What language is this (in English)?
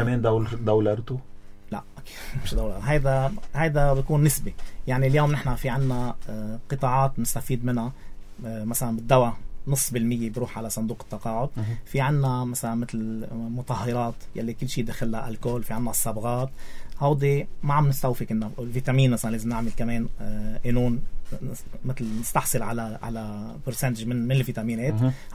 North Levantine Arabic